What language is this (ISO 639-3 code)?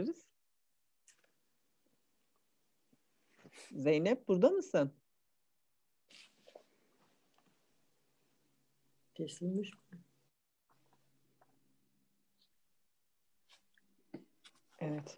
tur